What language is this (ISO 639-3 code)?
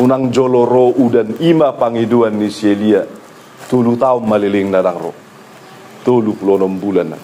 bbc